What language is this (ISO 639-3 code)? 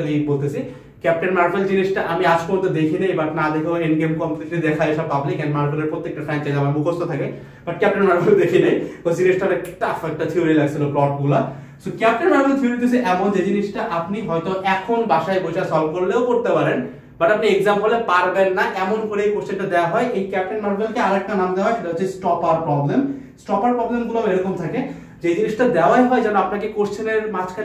ben